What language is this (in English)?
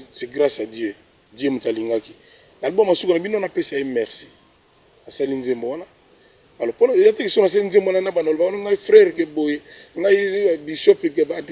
Lingala